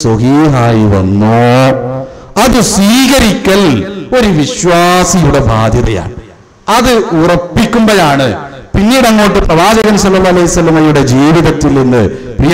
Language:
Malayalam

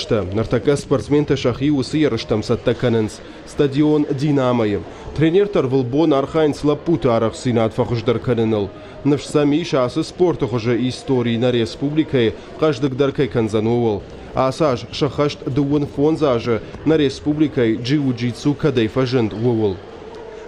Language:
Ossetic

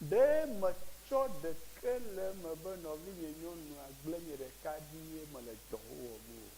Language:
Ewe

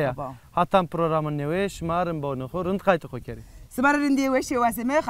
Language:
Zaza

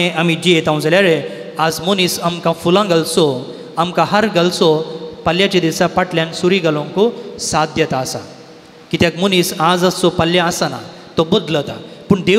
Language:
Konkani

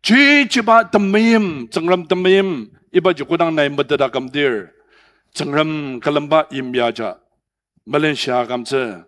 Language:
Ao Naga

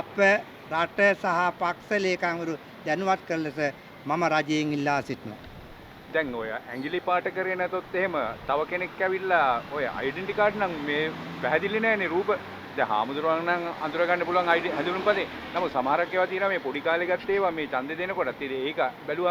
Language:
Sinhala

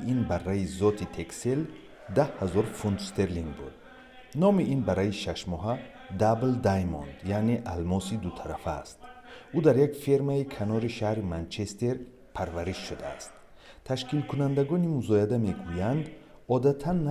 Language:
Tajik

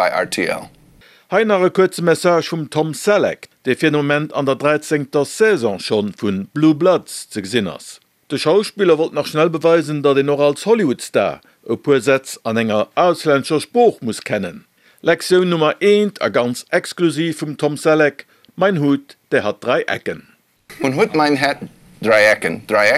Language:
Luxembourgish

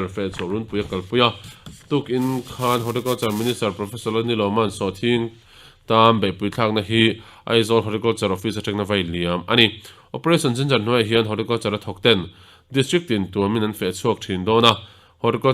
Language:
Mizo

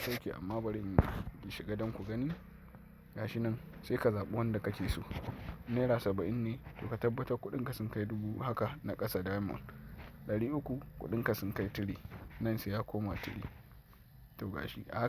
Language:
Hausa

